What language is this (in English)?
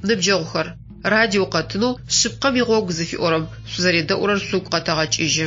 Adyghe